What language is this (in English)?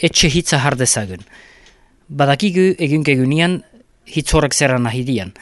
Basque